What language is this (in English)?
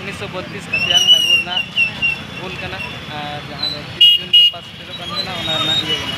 Santali